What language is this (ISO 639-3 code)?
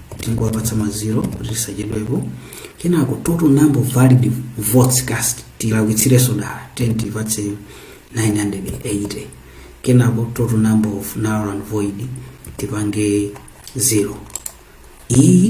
nya